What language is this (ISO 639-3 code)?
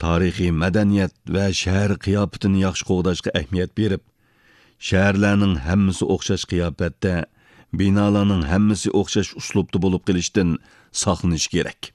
uig